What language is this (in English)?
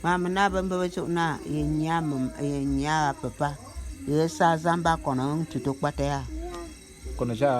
Bulu